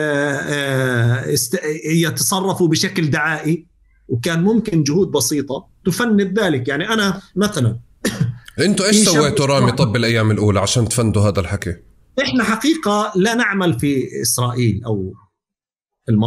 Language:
North Levantine Arabic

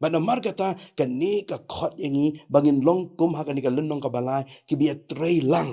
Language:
Khasi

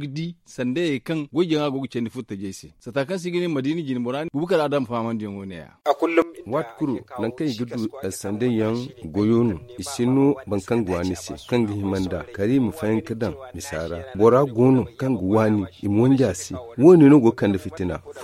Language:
Zarma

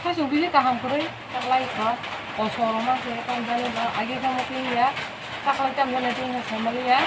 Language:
Kok Borok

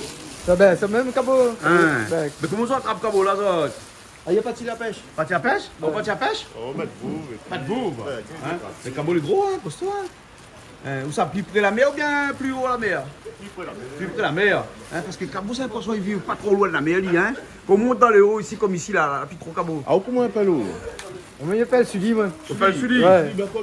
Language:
Réunion Creole French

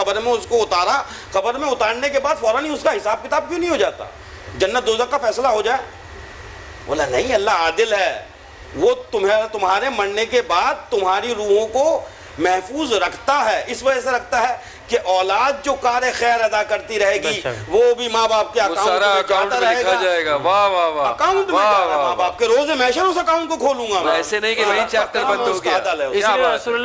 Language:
Urdu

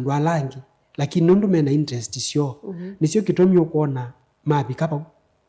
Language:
Kamba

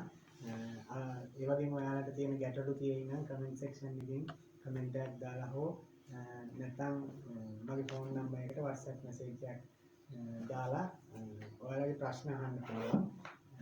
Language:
Sinhala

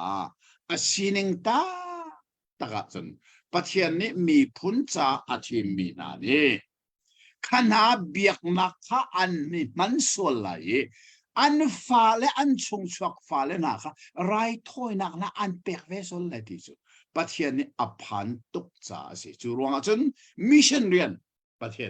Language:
Hakha Chin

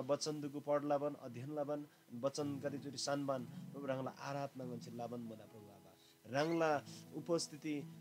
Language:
Eastern Tamang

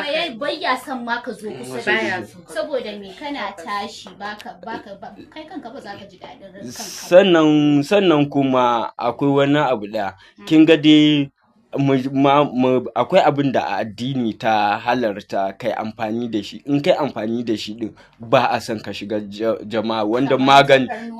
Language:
Hausa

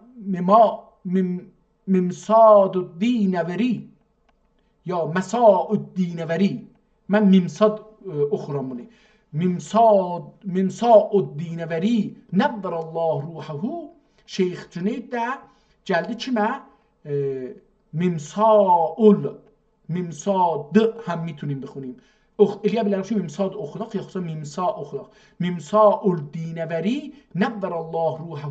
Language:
South Azerbaijani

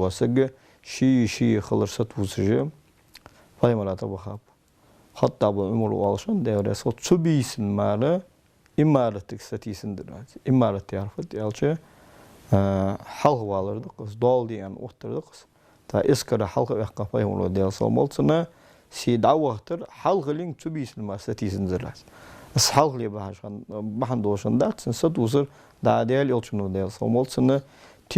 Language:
Ingush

